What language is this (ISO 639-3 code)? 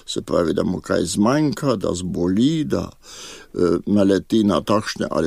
slv